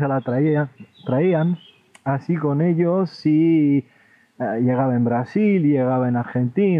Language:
Spanish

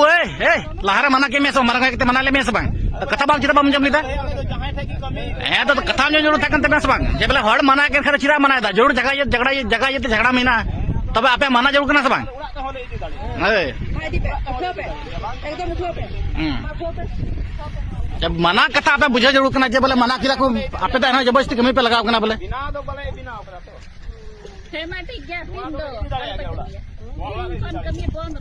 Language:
Santali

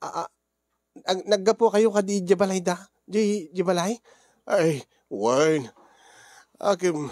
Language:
Iloko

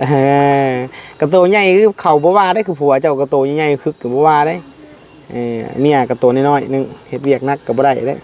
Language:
Northeastern Thai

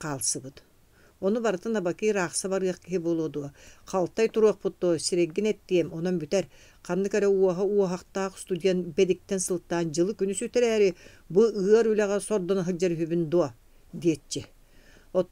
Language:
Yakut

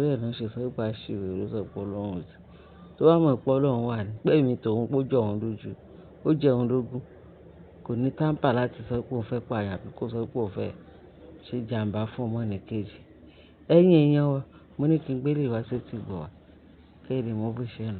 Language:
Yoruba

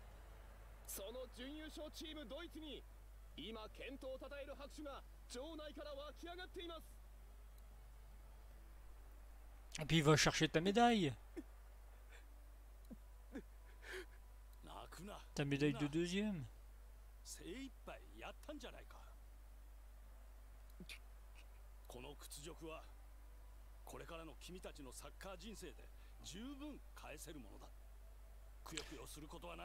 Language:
Japanese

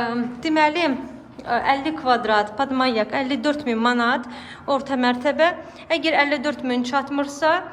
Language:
Azerbaijani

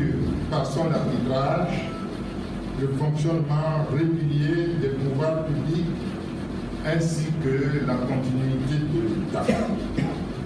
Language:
French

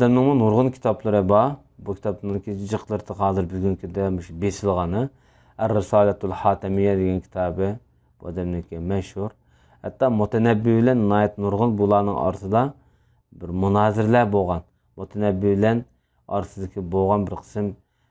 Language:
Uyghur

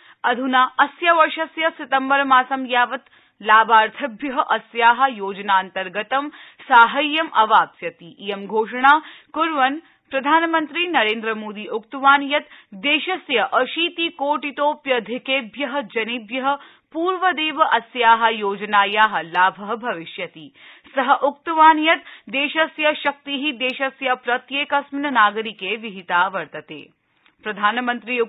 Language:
Sanskrit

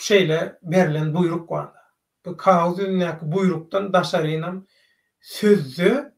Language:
Turkmen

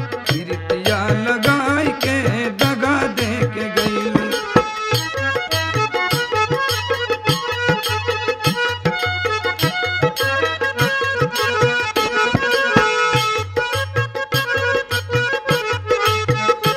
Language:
Bhojpuri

